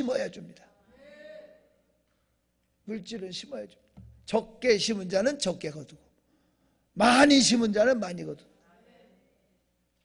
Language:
Korean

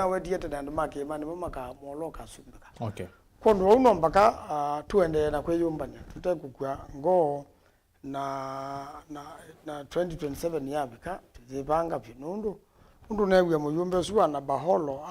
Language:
Kamba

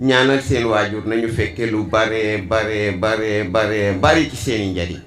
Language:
Wolof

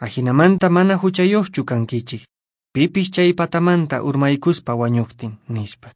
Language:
Quechua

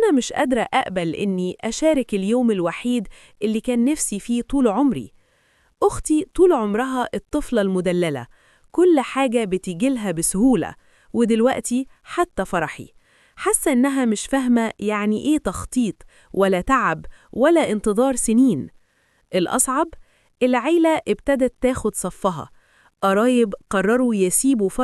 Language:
Egyptian Arabic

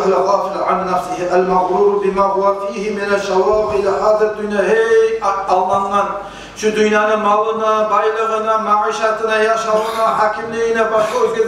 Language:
Kumyk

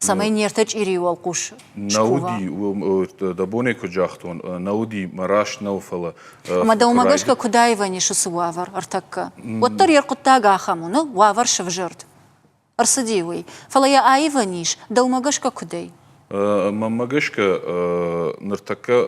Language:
Ossetic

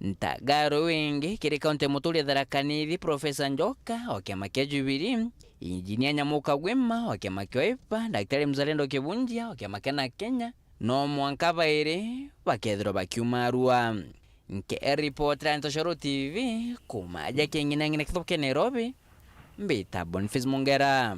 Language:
Meru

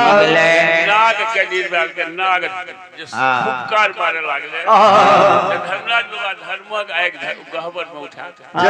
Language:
Maithili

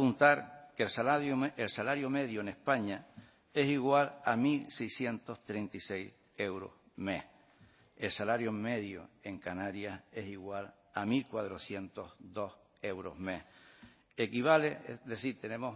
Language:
Spanish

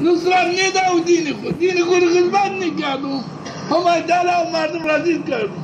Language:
Zaza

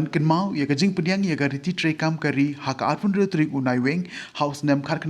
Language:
Khasi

